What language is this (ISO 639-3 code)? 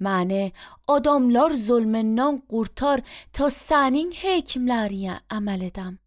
aze